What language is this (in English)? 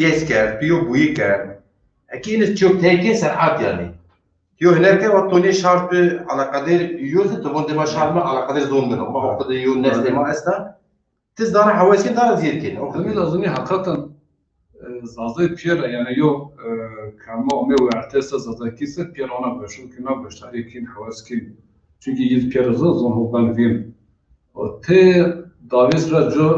Zaza